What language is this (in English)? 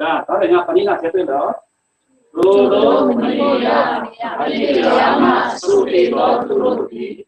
Falam Chin